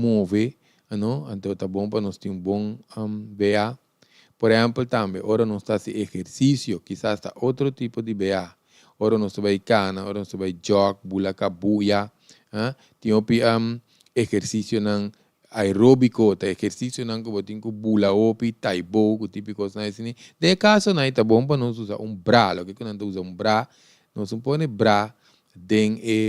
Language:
Papiamento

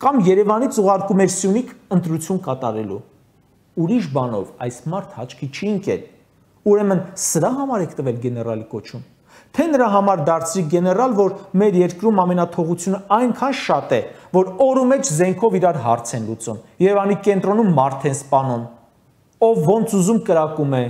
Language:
Armenian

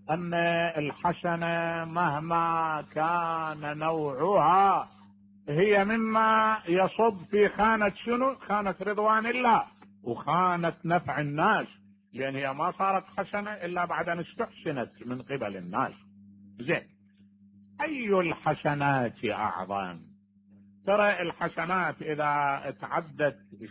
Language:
Mesopotamian Arabic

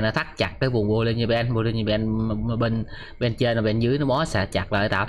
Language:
Vietnamese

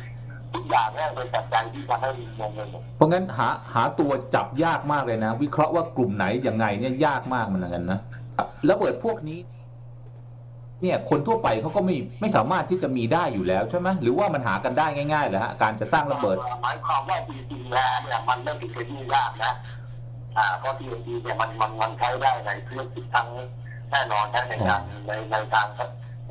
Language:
Thai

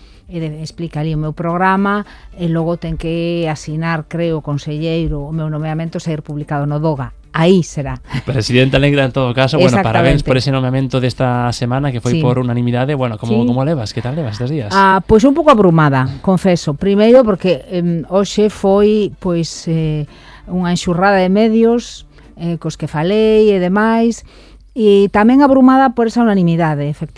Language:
Galician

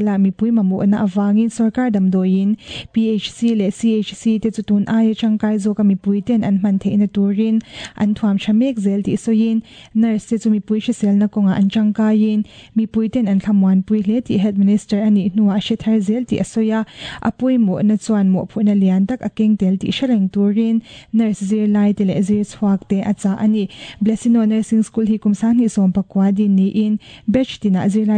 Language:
Mizo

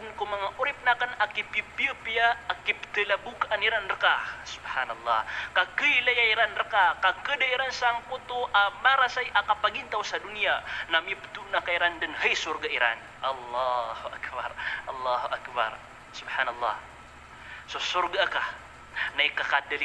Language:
Maranao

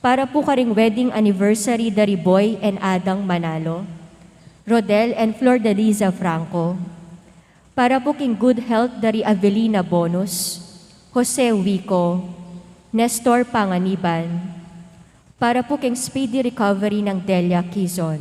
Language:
Pampanga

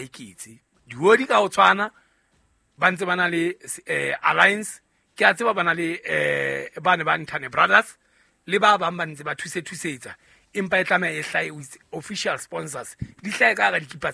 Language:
Southern Sotho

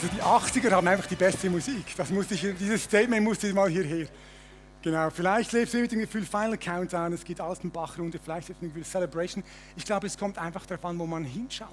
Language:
Swiss German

